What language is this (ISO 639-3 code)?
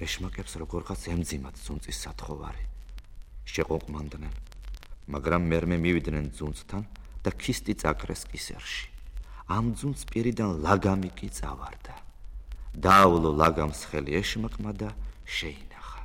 kat